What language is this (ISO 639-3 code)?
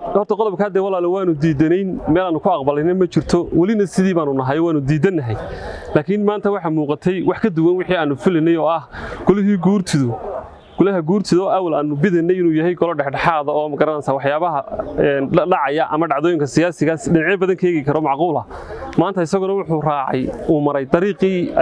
som